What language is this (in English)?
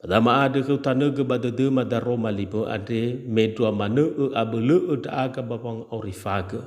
Nias